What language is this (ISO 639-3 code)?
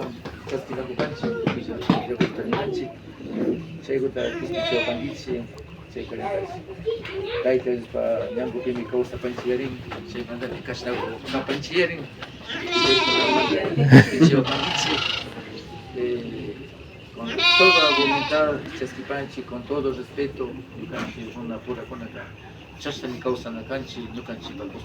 qvi